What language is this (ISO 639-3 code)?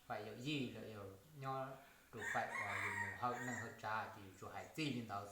hmn